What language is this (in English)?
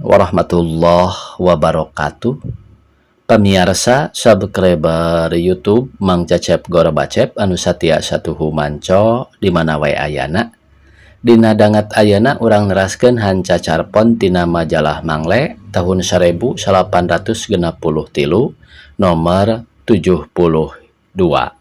Sundanese